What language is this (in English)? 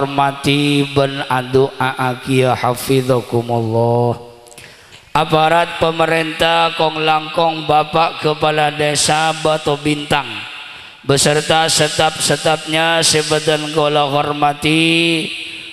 Madurese